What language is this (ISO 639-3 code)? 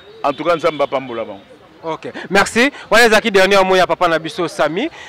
lin